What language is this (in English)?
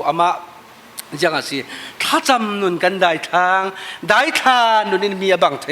Falam Chin